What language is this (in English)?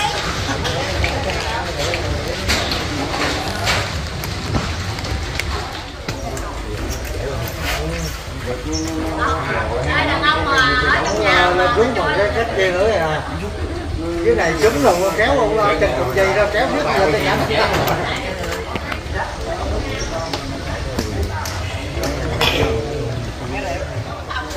Vietnamese